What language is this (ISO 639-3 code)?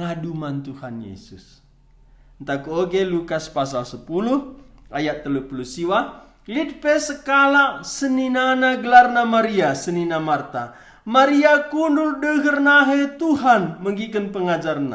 btx